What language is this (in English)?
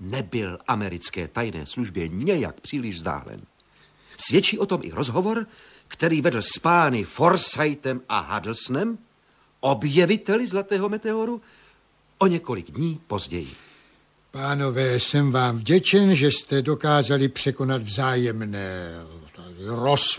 Czech